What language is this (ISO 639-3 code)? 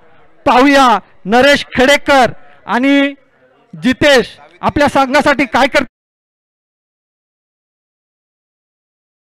mar